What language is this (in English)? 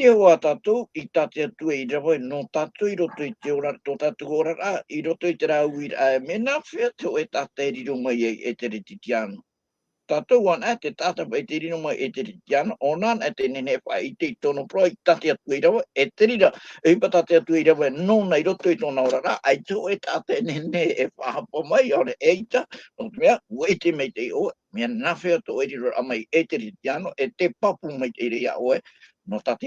Tahitian